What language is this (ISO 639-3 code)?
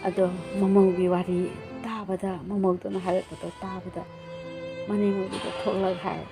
mni